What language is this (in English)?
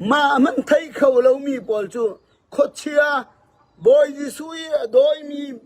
Falam Chin